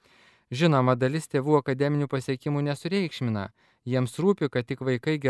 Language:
Lithuanian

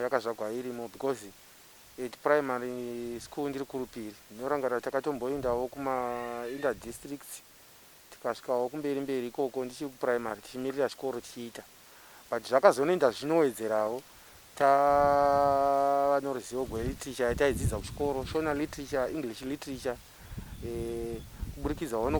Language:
Shona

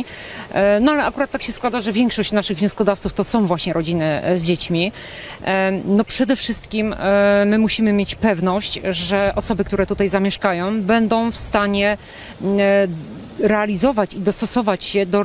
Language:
Polish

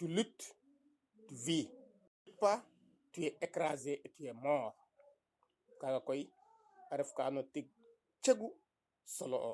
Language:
Serer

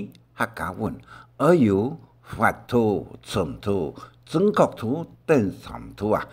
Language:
Hakka Chinese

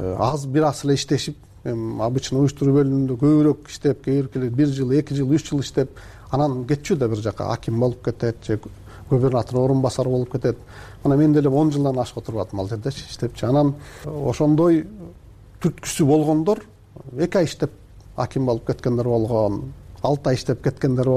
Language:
Kyrgyz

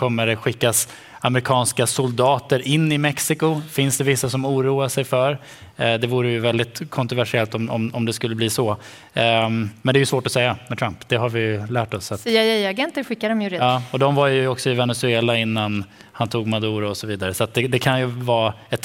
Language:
Swedish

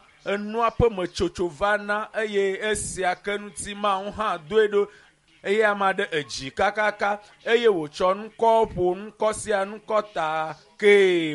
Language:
Ewe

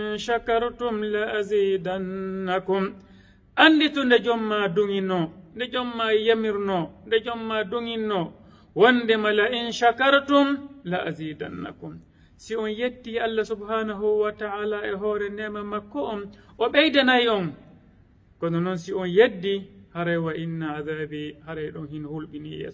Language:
Fula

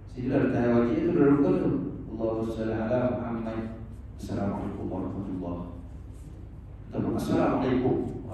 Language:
Malay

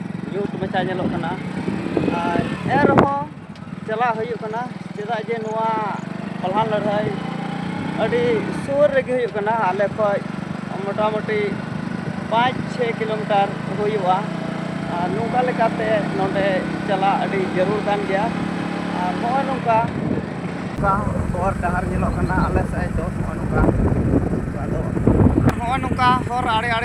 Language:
Santali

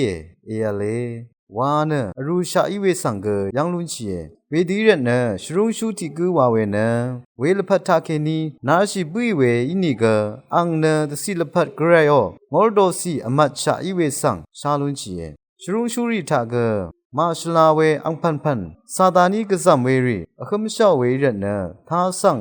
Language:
Rawang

